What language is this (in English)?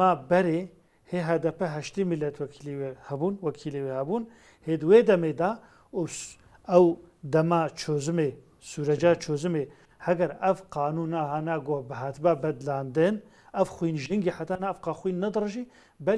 Kurdish